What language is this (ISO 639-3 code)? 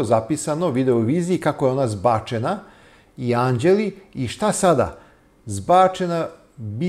srp